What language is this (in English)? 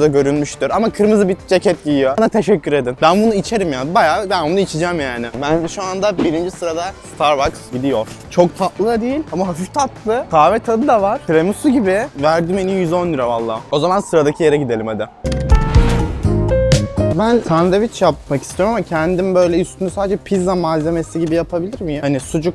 Turkish